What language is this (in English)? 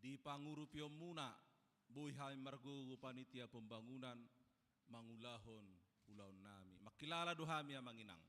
Batak Toba